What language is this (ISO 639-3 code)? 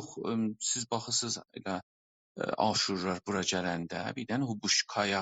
azb